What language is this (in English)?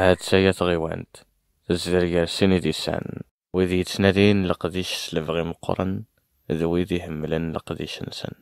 Kabyle